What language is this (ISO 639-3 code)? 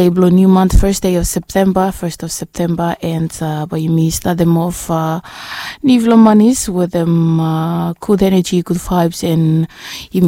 bis